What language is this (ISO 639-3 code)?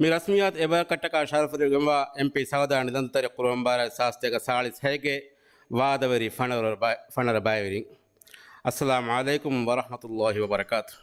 div